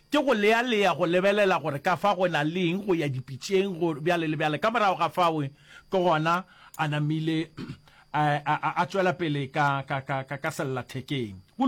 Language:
Northern Sotho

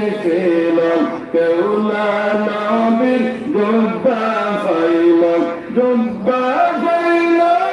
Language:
Sylheti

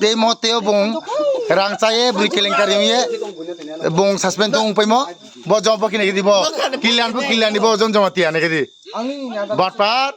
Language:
Kok Borok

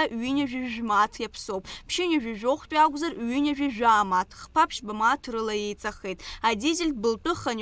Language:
Abkhazian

